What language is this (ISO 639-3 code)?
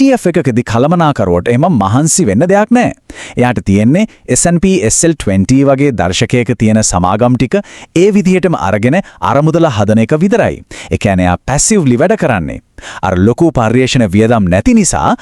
sin